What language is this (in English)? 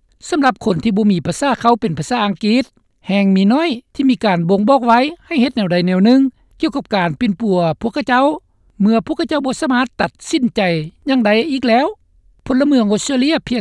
Lao